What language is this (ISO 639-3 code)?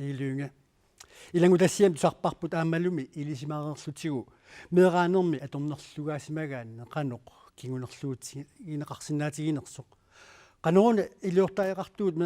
kal